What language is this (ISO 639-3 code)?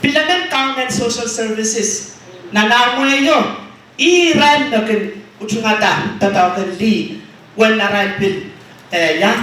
pon